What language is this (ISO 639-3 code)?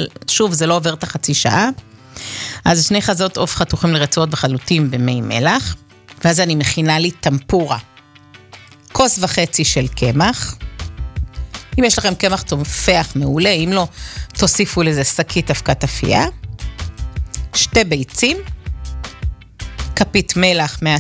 heb